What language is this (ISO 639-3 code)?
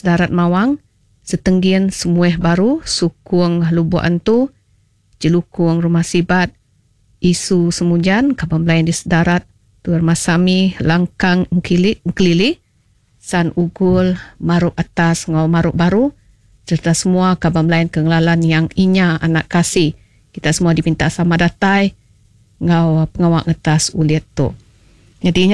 iba